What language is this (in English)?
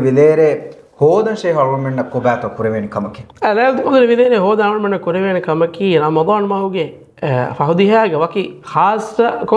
Divehi